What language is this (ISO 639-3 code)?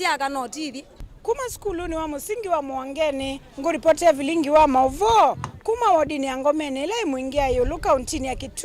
kam